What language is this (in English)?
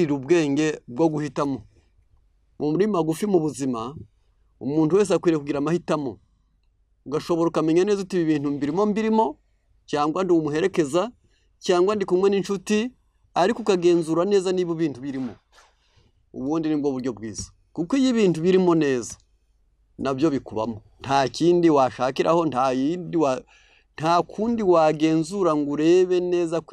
Kinyarwanda